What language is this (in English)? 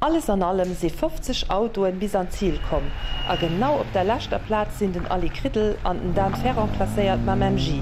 Luxembourgish